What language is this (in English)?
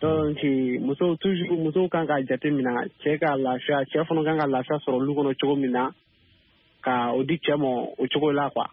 Bambara